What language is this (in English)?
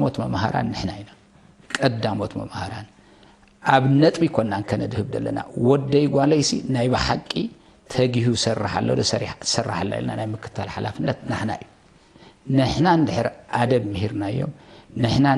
Tigrinya